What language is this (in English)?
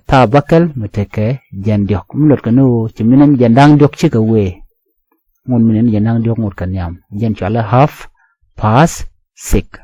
Nuer